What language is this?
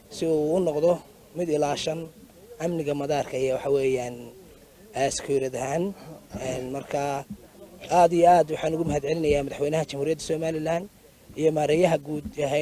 Somali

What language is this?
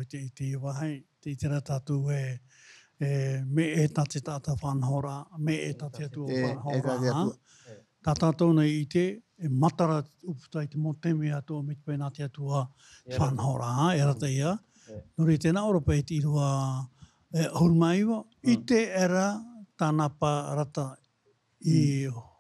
Tahitian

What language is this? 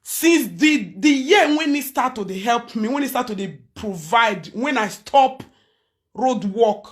Nigerian Pidgin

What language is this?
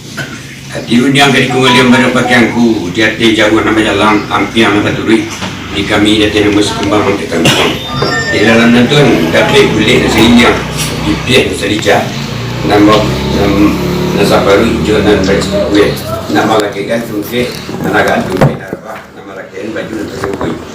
Minangkabau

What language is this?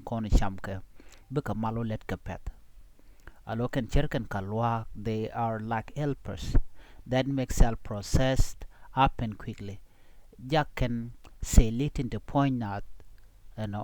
Nuer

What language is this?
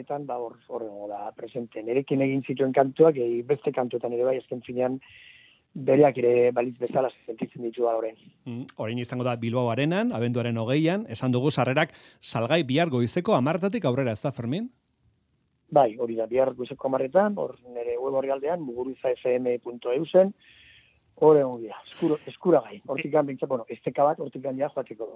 Basque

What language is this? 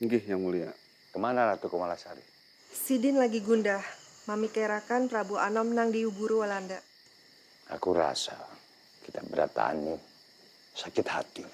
Banjar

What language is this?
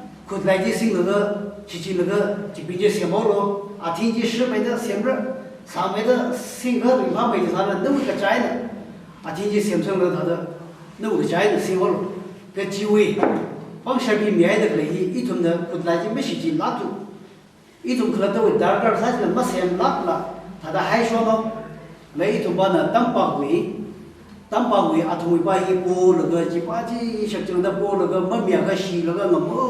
Tangkhul Naga (India)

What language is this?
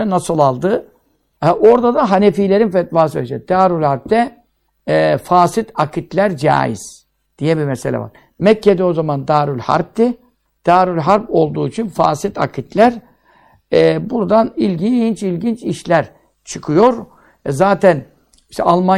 Turkish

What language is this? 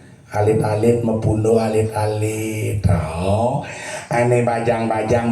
Balinese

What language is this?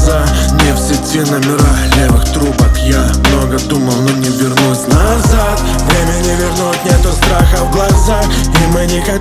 Russian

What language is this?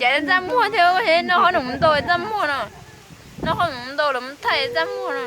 Hmong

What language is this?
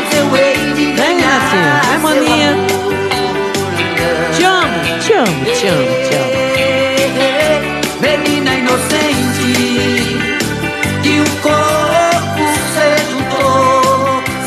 Portuguese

